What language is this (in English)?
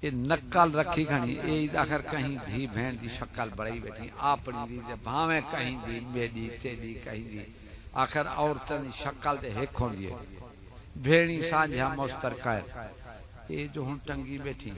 Saraiki